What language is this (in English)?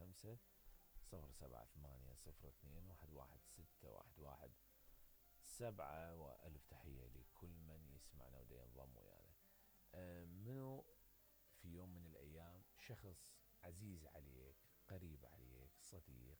Mesopotamian Arabic